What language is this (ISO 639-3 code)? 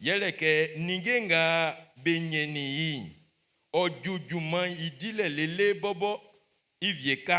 bci